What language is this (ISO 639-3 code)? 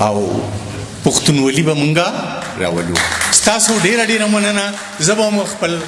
pus